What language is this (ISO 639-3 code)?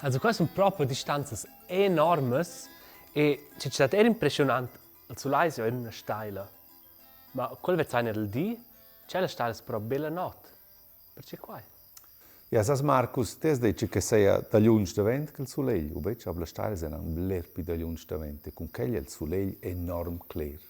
roh